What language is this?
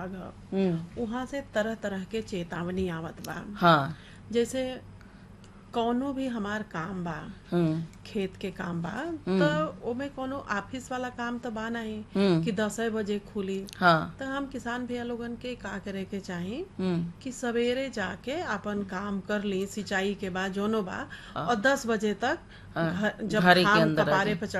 Bhojpuri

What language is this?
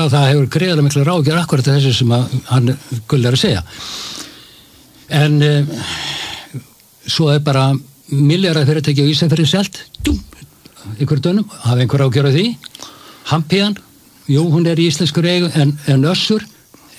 Icelandic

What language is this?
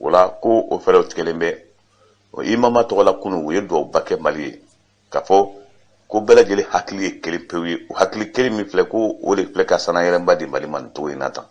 Bambara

